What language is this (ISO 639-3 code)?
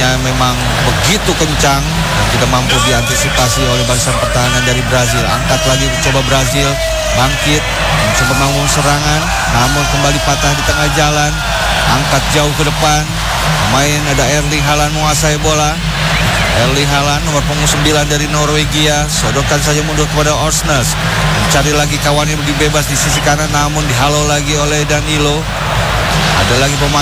ind